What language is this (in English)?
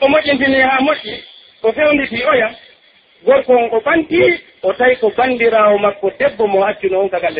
Pular